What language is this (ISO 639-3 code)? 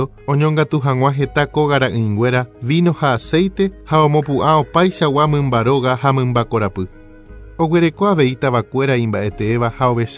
grn